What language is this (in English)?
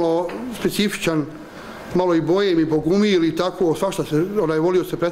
Bosnian